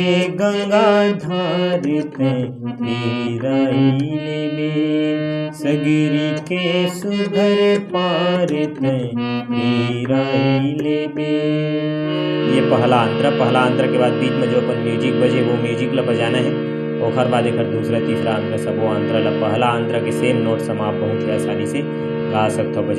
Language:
Chhattisgarhi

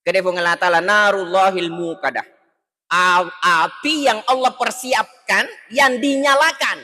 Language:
Buginese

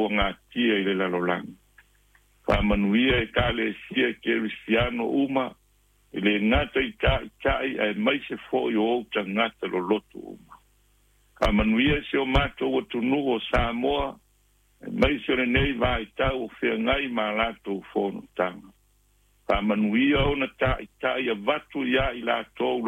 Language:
Samoan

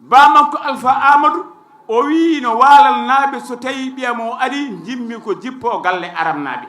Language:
Fula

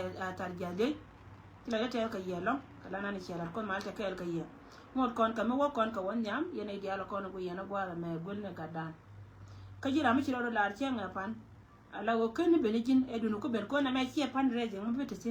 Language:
Nuer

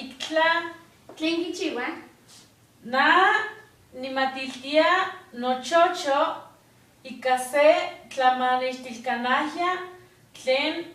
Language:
Eastern Huasteca Nahuatl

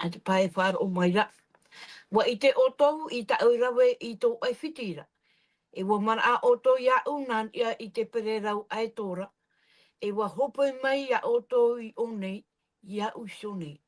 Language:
Tahitian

